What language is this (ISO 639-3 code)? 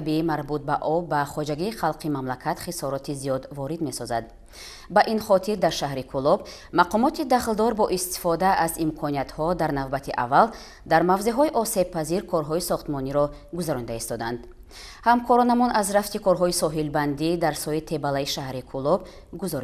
tgk